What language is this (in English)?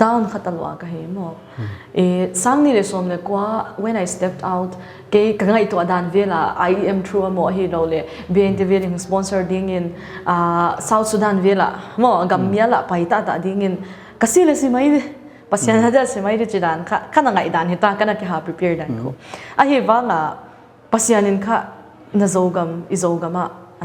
Paite Chin